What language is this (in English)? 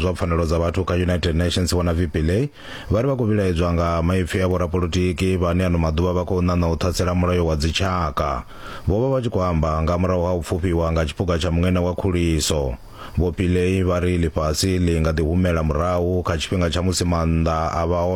Venda